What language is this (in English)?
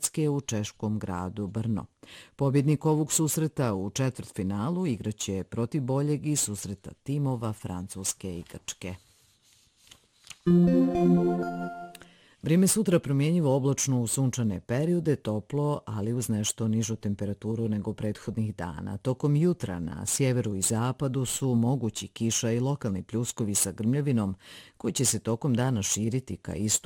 Bosnian